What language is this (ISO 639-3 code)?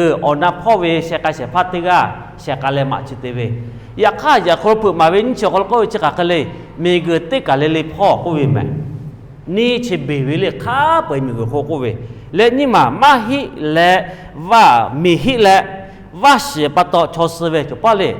lhu